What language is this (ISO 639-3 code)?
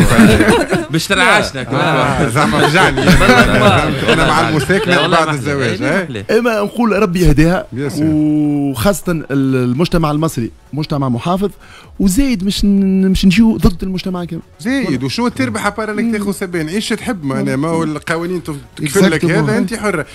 aeb